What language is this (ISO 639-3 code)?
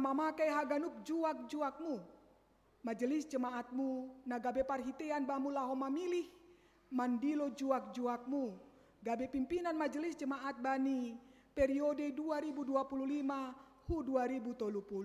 bts